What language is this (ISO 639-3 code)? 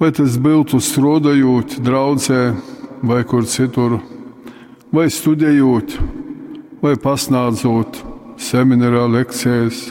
ltg